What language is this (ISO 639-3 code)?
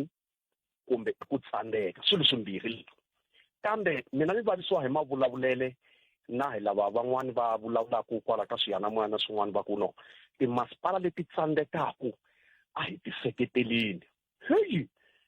tso